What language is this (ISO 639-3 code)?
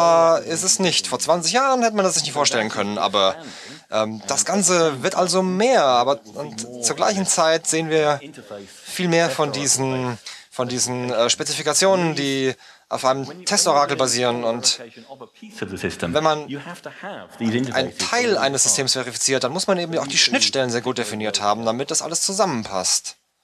deu